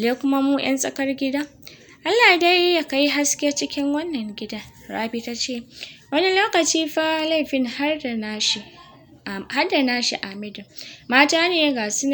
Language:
Hausa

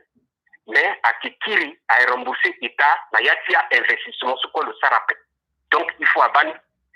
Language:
Sango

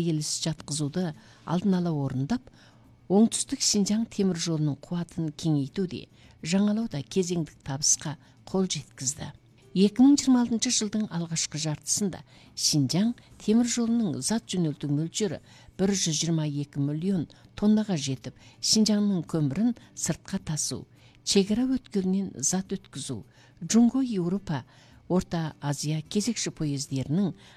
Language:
Kazakh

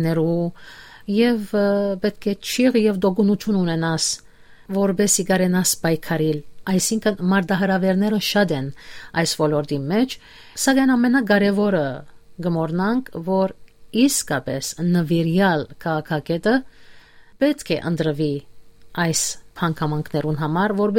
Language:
Western Armenian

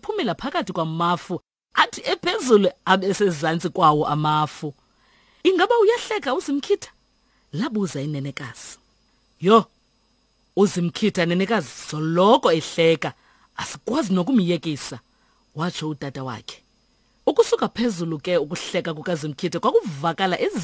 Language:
Xhosa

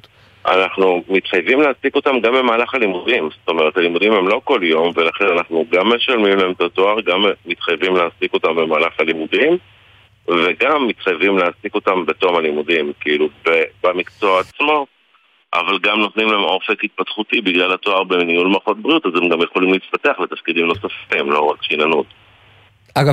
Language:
Hebrew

